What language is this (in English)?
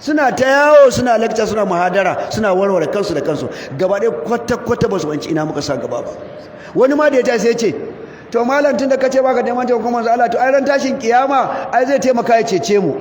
Hausa